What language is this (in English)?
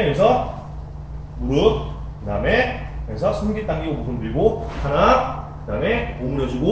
Korean